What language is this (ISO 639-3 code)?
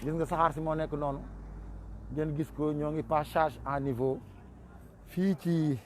wol